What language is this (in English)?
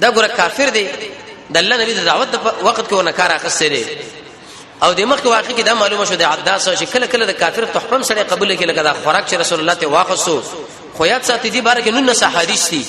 Pashto